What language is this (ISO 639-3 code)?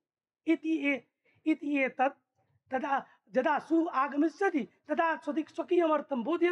san